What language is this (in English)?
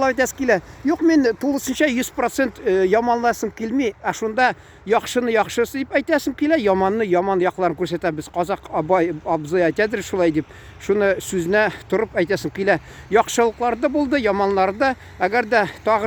Tatar